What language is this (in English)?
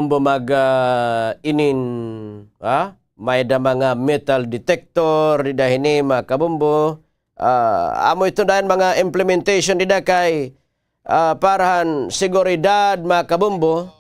Waray